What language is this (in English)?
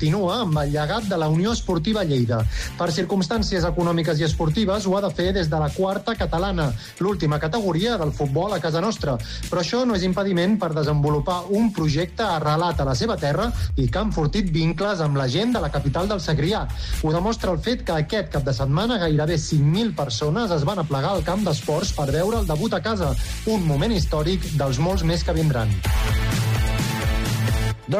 Catalan